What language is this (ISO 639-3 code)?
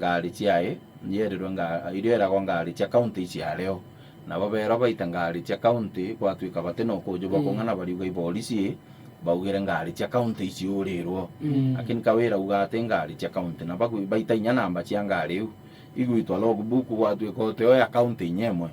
mer